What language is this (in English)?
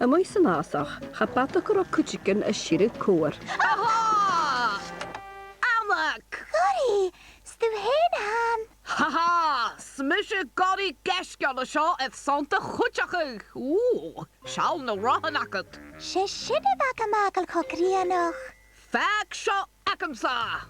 Scottish Gaelic